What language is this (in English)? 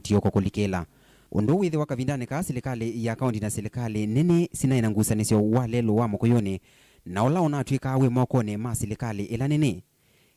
Kamba